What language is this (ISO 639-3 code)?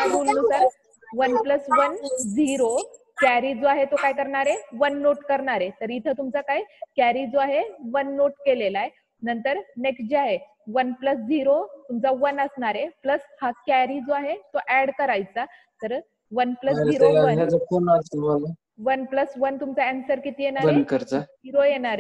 mar